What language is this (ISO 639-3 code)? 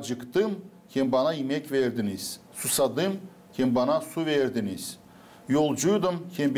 gag